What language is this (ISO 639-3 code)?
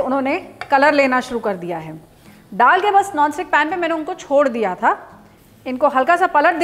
hin